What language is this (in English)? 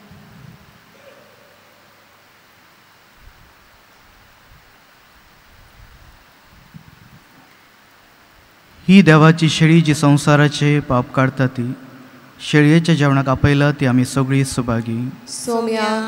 Konkani